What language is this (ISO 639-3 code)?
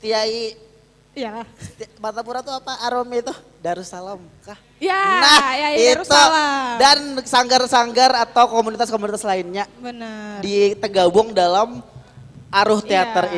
bjn